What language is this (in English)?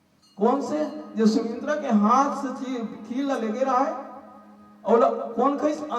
Chhattisgarhi